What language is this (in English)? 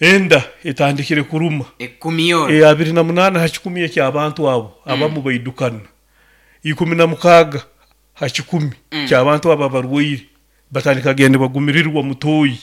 Nyoro